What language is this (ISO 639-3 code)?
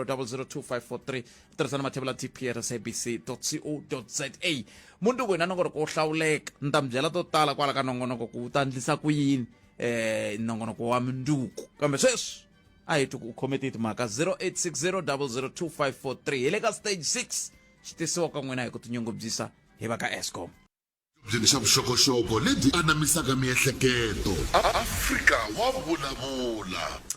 tso